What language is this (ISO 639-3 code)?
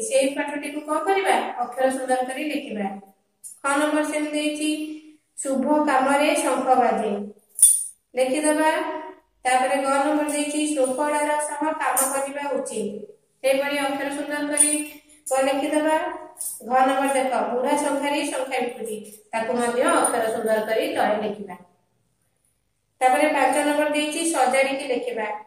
ori